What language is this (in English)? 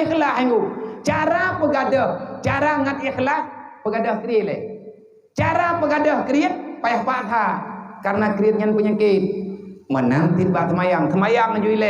Achinese